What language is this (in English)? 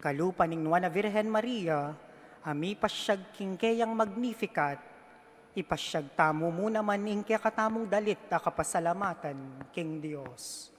Pampanga